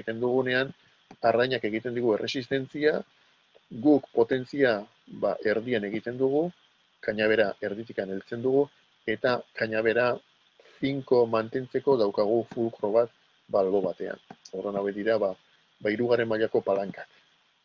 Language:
Basque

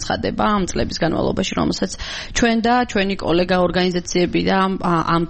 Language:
Georgian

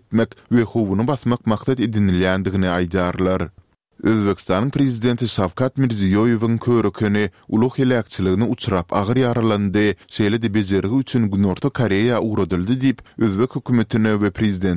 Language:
Turkmen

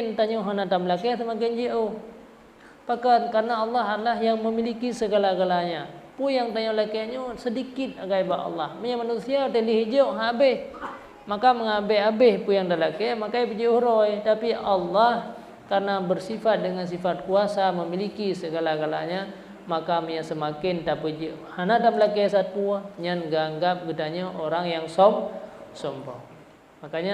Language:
Achinese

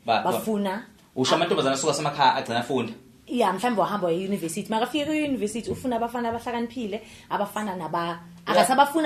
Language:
Zulu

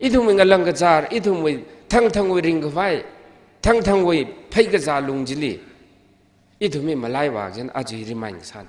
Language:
Tangkhul Naga (India)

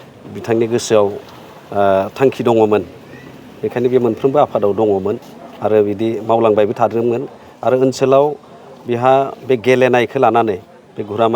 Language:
Bodo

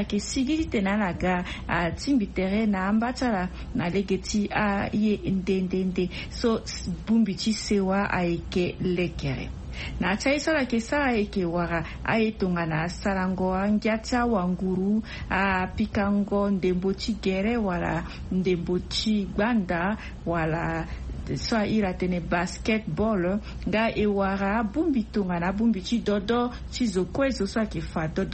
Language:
Sango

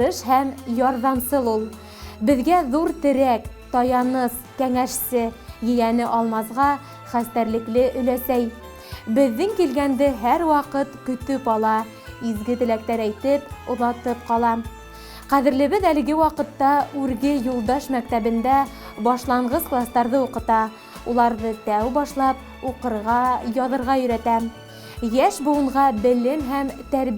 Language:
Bashkir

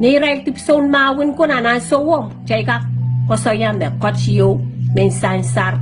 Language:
Pohnpeian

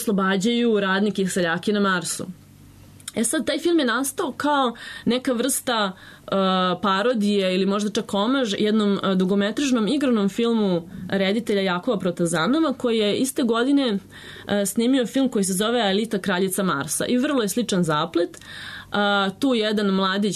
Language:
Serbian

